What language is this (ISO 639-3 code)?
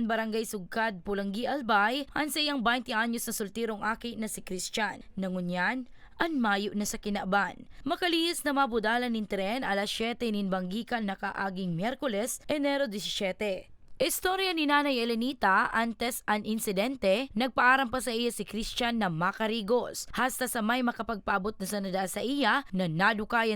bik